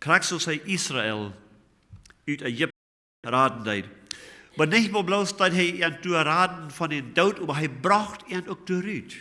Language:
Plautdietsch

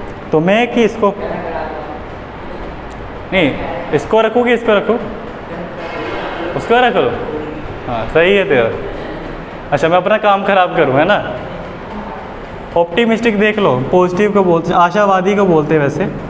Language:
Hindi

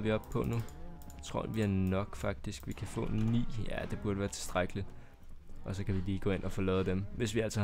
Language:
Danish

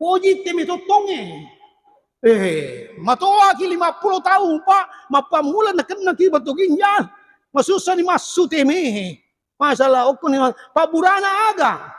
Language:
Buginese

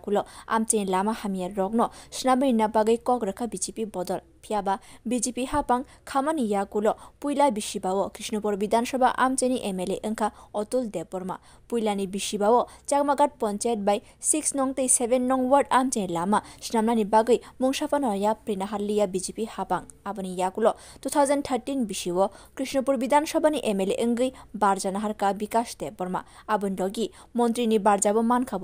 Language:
Kok Borok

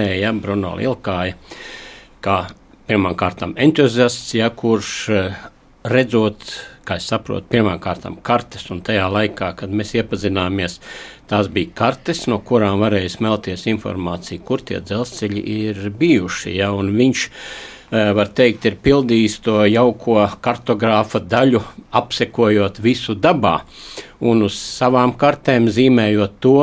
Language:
Latvian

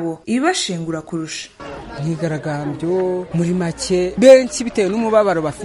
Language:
Kinyarwanda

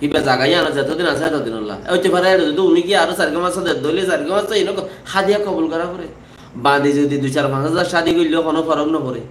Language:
Rohingya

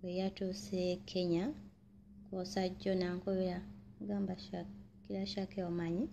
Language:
Ganda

